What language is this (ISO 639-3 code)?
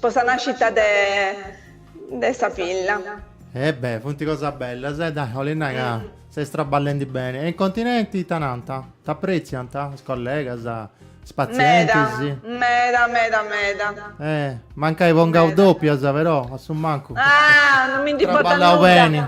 srd